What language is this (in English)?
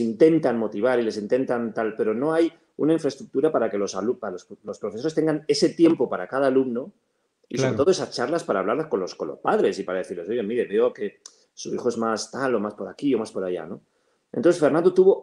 Spanish